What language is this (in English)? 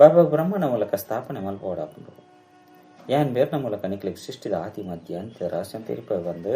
Tulu